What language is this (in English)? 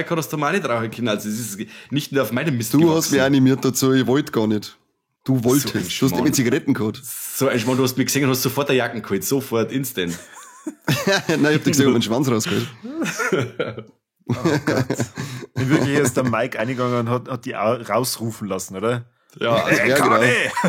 Bavarian